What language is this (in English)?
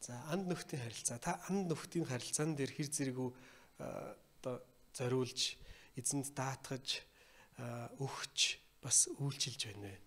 Mongolian